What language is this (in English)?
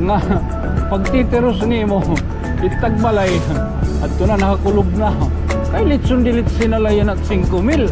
Waray